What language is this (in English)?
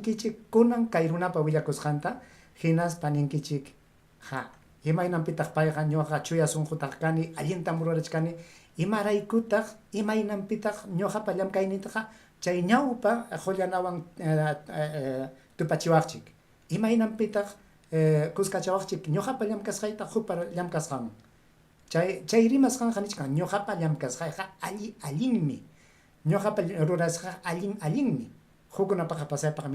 Ayacucho Quechua